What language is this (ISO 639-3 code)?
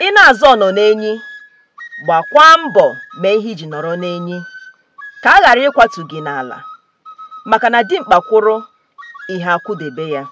ibo